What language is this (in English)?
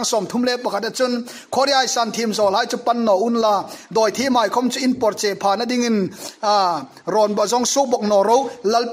Hmar